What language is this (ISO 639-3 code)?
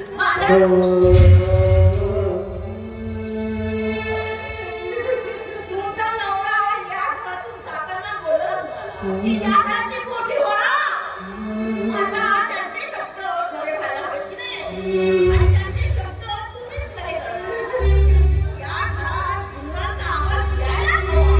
mar